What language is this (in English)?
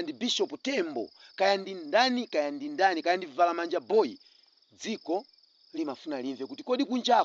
Nyanja